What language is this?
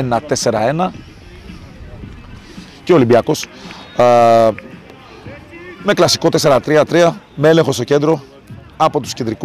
Greek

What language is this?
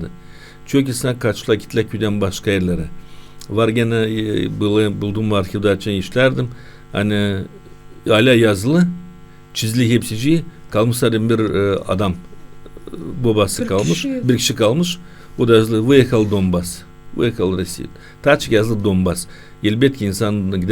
Gagauz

